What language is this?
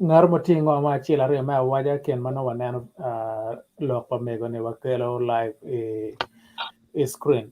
Acoli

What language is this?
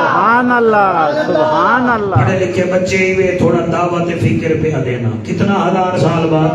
Saraiki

